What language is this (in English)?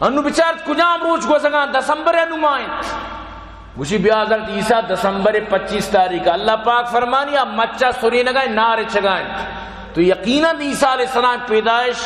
Baluchi